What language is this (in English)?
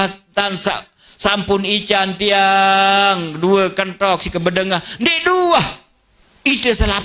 Sasak